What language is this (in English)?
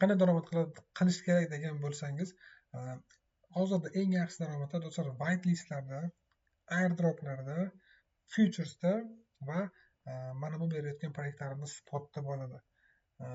Uzbek